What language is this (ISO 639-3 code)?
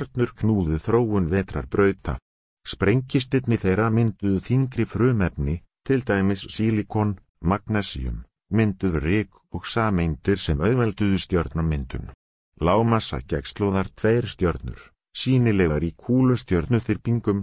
isl